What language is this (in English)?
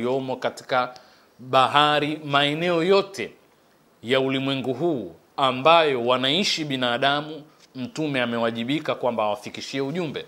Swahili